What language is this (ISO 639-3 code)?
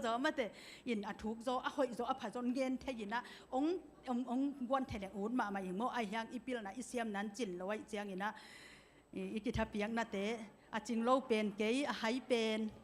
ctd